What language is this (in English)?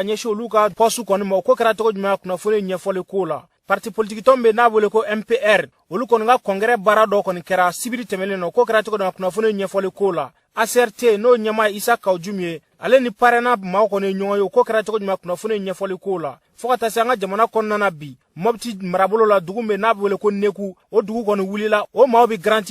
Bambara